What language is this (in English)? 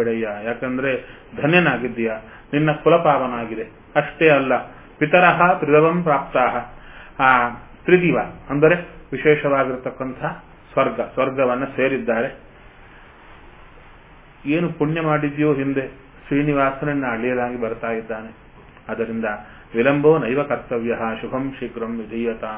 Kannada